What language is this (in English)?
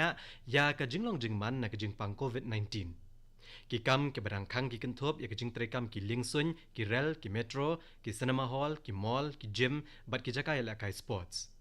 Khasi